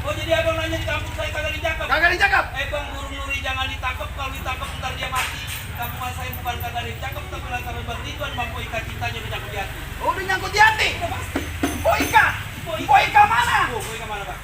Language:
Betawi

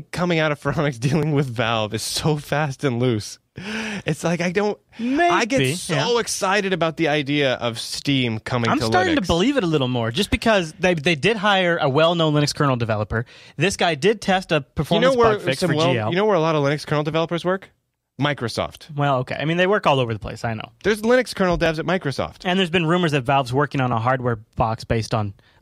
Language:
English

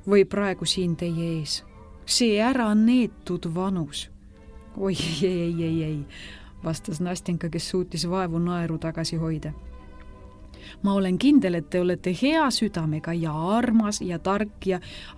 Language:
Estonian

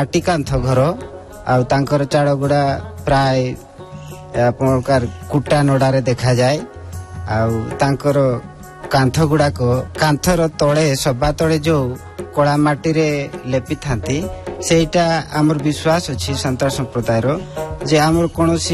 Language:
Odia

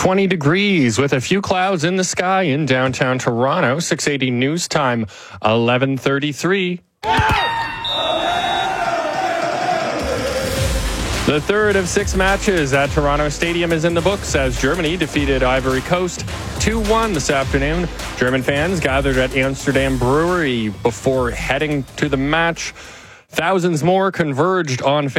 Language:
English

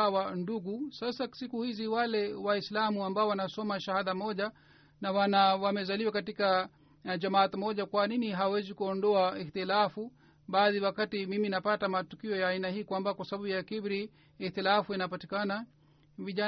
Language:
Swahili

